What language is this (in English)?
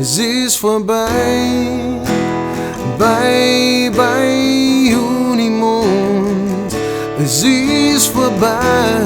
Bavarian